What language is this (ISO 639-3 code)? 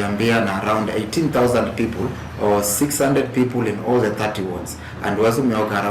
kam